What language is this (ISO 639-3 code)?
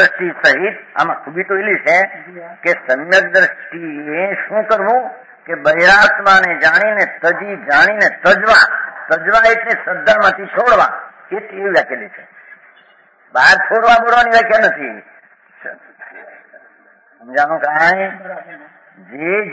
guj